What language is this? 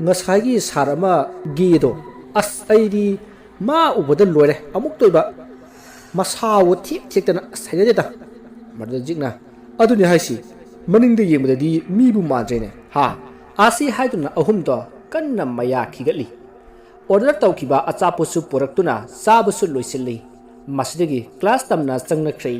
Manipuri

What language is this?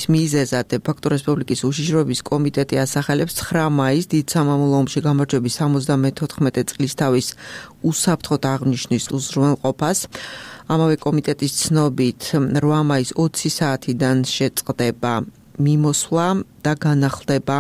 Georgian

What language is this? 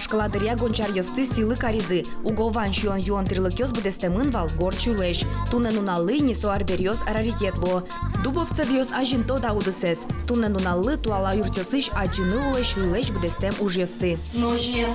Udmurt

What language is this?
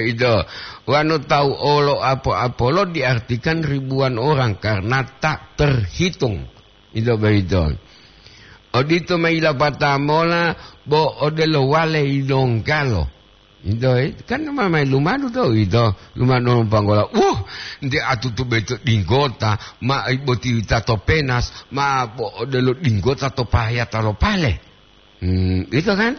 Gorontalo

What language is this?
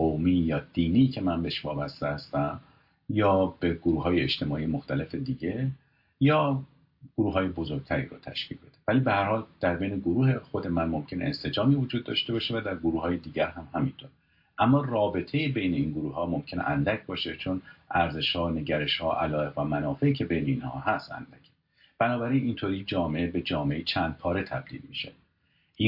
Persian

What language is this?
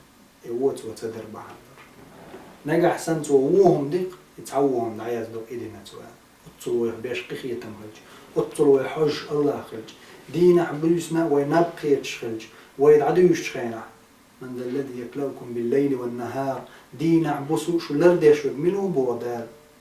Chechen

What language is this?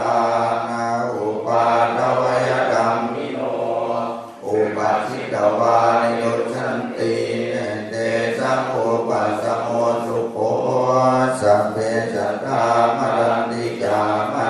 Pali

